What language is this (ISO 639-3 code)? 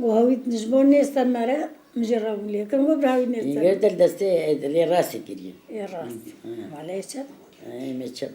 kur